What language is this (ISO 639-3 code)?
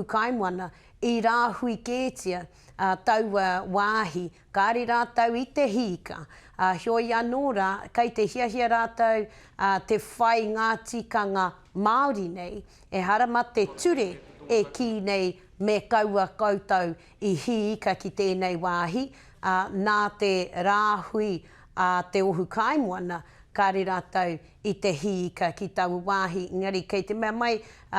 mri